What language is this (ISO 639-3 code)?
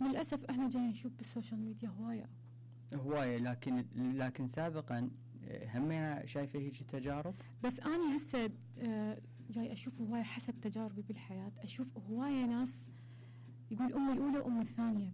acm